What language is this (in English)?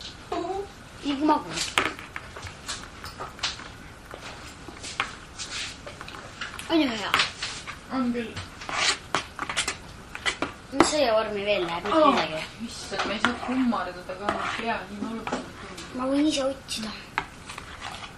Estonian